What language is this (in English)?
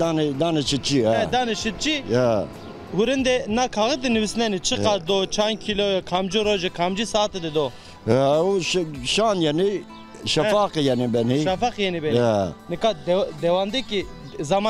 Zaza